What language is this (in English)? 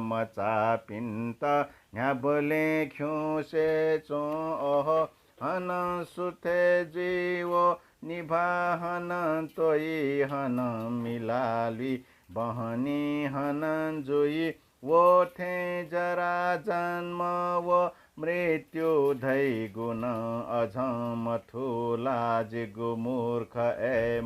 Newari